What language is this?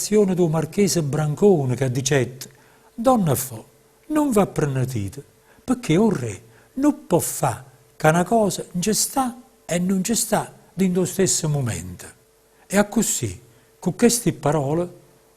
Neapolitan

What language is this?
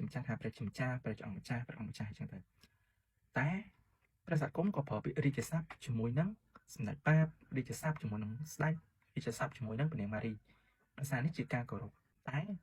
Khmer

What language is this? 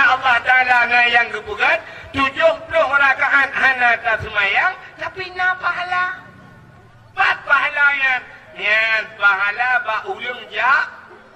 Achinese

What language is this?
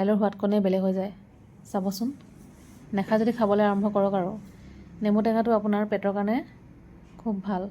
Assamese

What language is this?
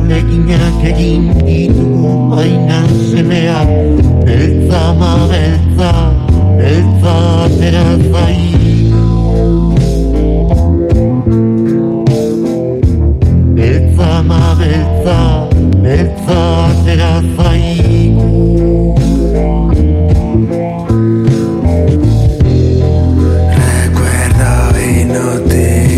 Basque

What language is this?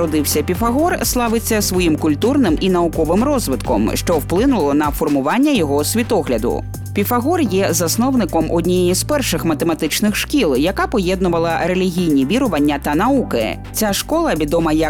Ukrainian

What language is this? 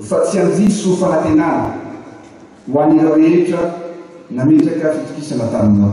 Malagasy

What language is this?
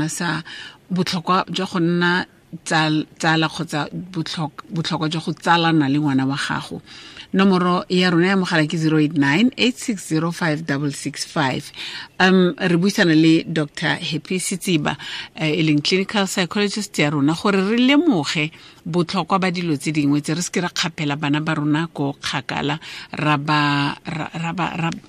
Tswana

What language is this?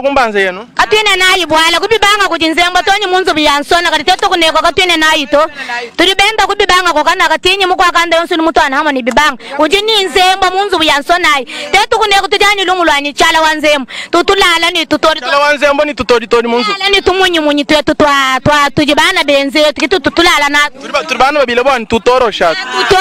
Luba-Lulua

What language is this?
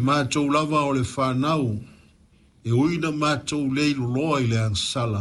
Samoan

